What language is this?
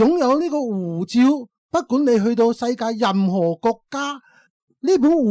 Cantonese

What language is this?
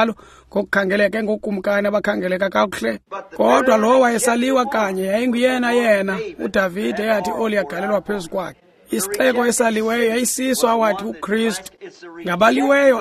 Xhosa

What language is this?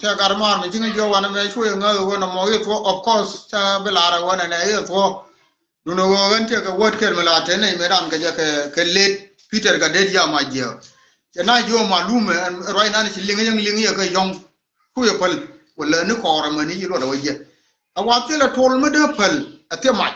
Nuer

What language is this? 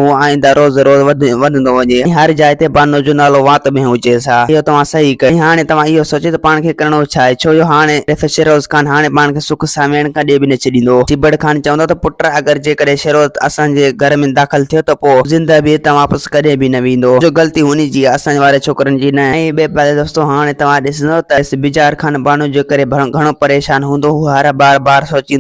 Sindhi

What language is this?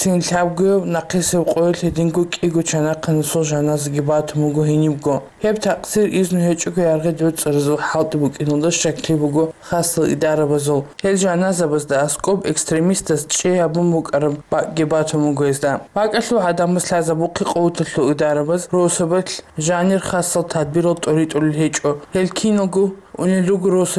Avaric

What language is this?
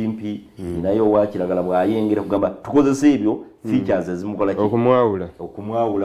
Soga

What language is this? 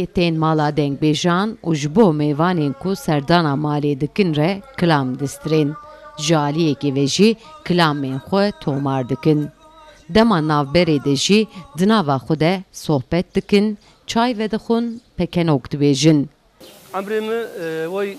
Kurdish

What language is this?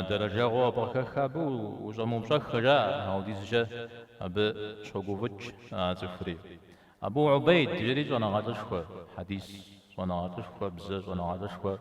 Kabardian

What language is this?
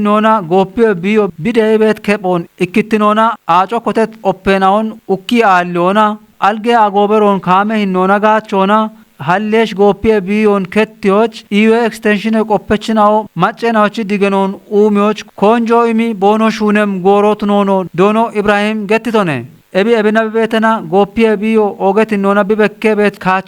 Kafa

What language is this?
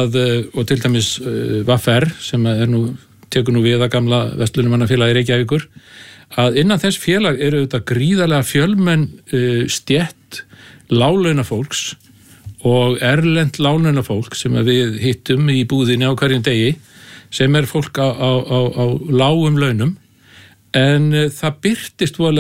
Icelandic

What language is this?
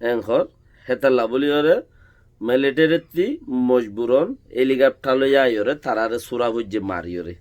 Rohingya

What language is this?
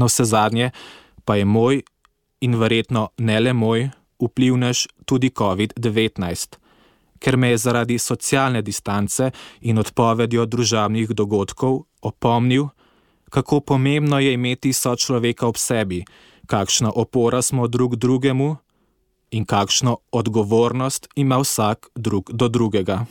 Slovenian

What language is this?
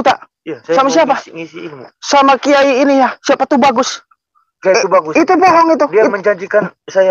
Indonesian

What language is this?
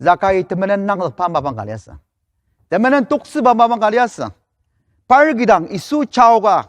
Ao Naga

